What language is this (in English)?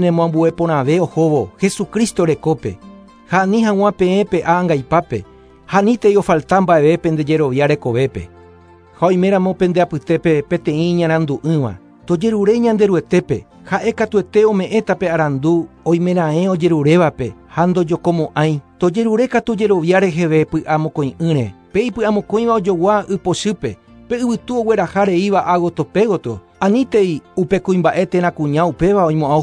Guarani